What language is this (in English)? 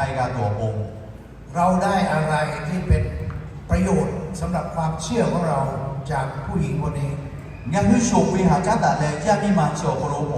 Lahu